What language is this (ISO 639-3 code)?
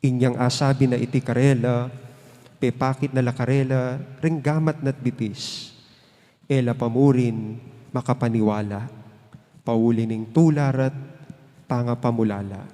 pam